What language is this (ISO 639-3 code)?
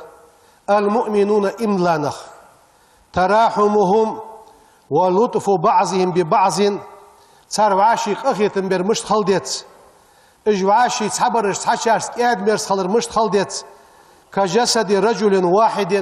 inh